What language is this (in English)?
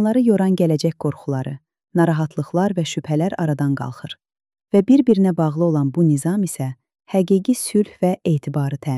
Azerbaijani